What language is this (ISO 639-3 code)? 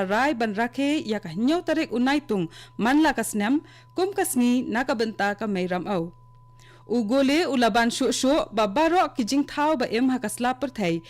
kha